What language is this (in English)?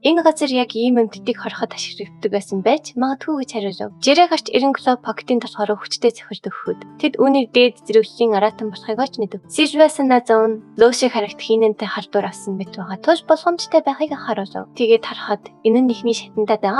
Mongolian